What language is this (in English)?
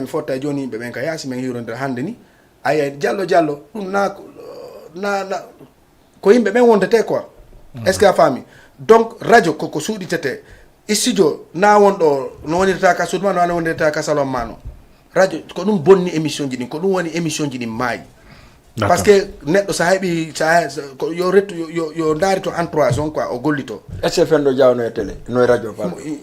Fula